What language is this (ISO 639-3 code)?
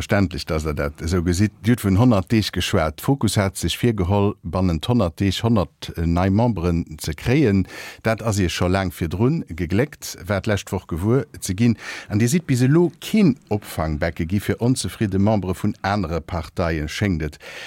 ltz